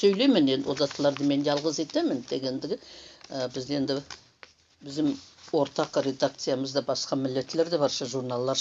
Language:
Nogai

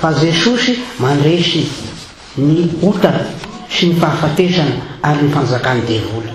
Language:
Malagasy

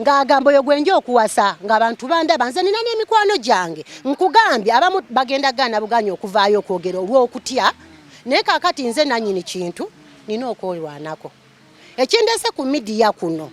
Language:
Ganda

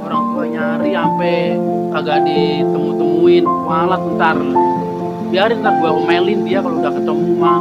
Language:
Betawi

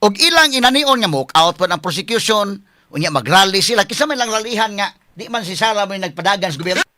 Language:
Cebuano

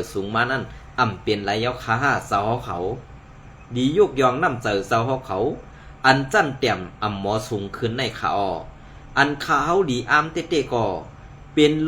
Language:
Shan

